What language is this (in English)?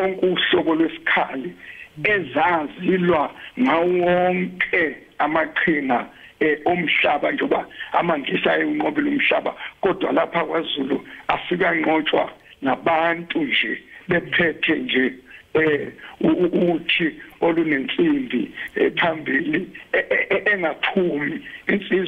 Zulu